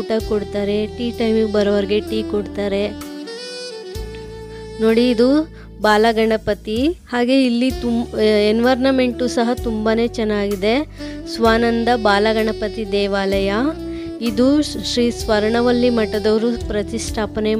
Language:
Kannada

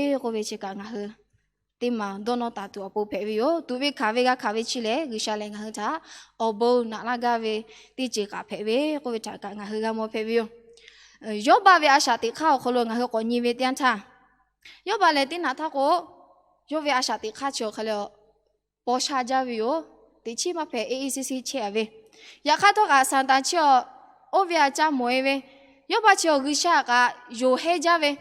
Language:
Lahu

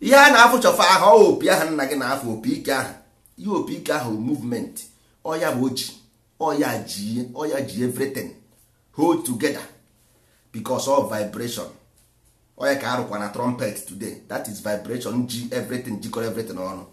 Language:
Igbo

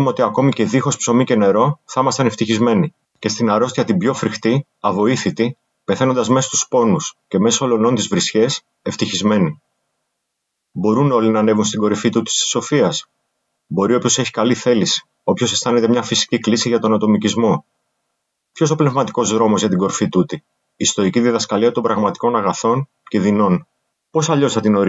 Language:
Greek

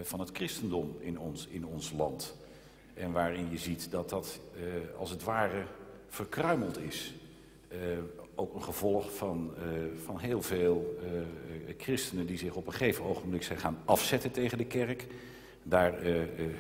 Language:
Dutch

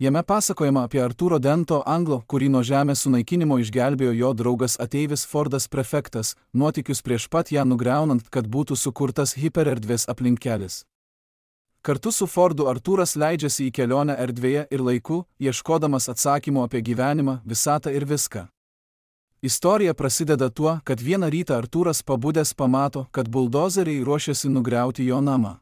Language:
Lithuanian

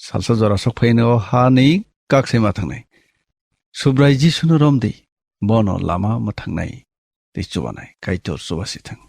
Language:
Kok Borok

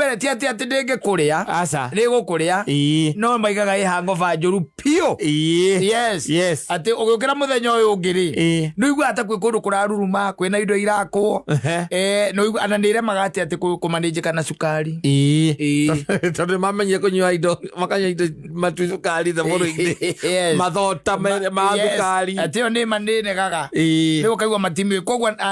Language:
Kikuyu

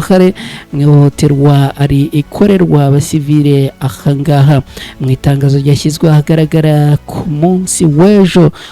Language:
Kinyarwanda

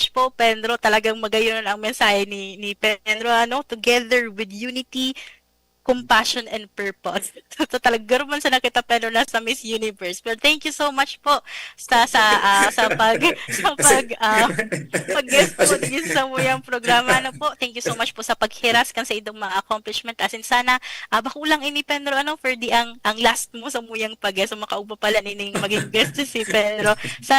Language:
Bikol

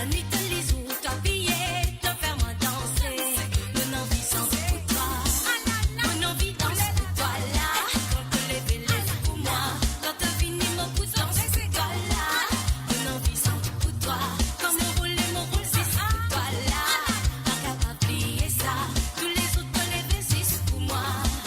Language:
Morisyen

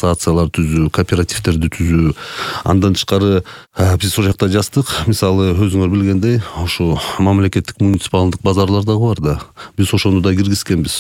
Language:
Kyrgyz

